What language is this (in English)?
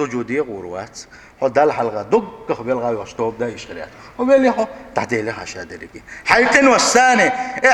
Chechen